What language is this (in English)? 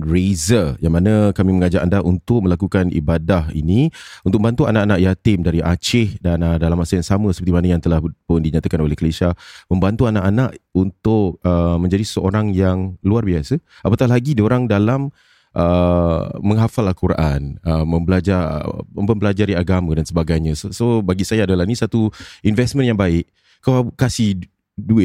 Malay